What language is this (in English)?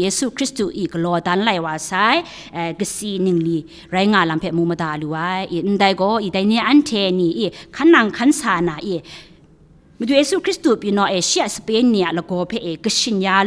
Kachin